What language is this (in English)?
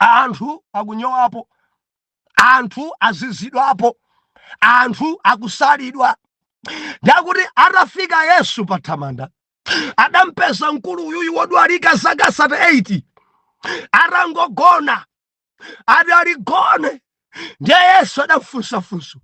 Nyanja